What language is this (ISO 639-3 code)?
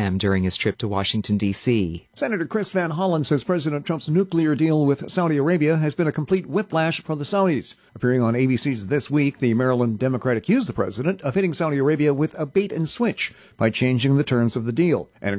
eng